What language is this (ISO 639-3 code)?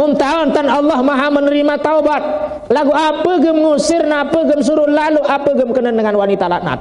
sas